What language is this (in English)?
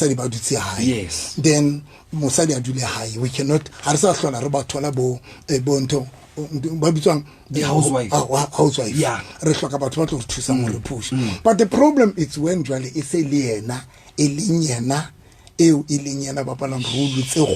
Southern Sotho